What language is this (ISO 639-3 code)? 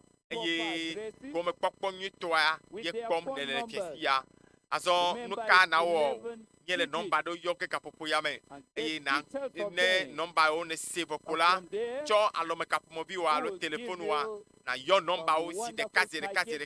ewe